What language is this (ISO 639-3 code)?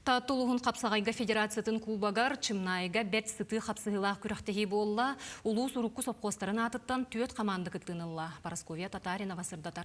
sah